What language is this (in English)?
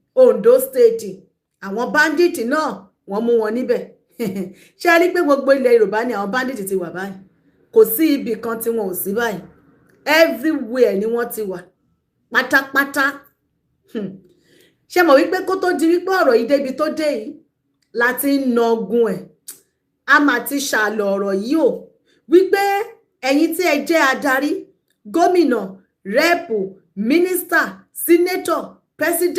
Yoruba